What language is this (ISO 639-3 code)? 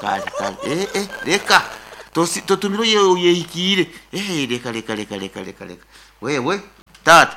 nyn